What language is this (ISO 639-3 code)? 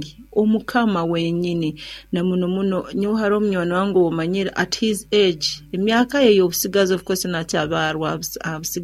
nyo